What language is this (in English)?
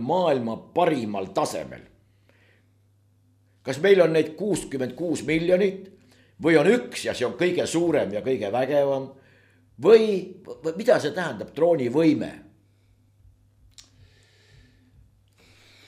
Estonian